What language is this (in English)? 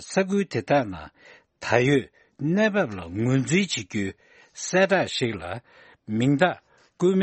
Tibetan